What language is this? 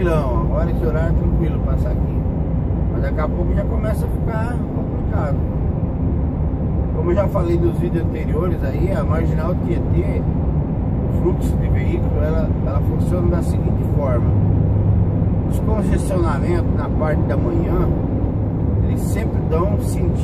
Portuguese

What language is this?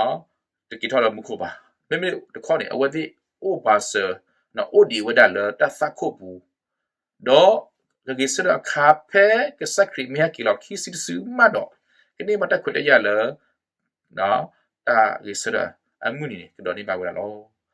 S'gaw Karen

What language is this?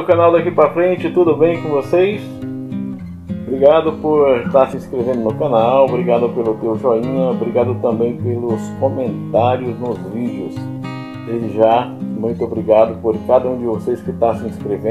Portuguese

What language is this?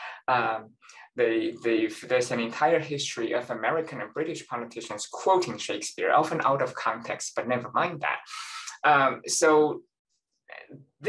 English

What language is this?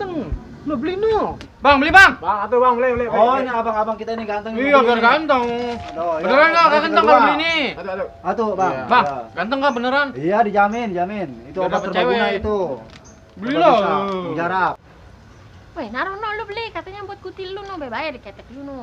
Betawi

